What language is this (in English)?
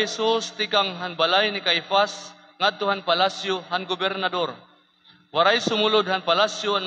Waray